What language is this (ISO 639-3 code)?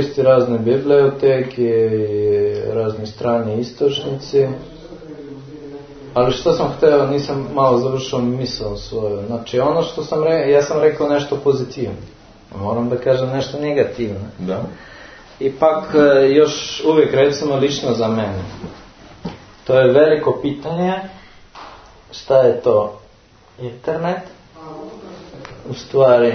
srp